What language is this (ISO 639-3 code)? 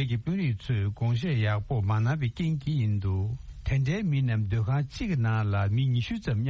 bod